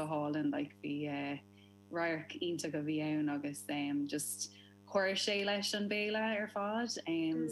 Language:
Irish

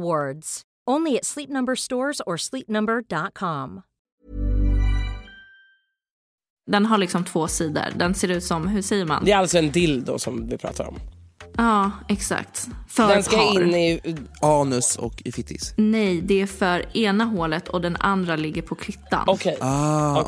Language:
Swedish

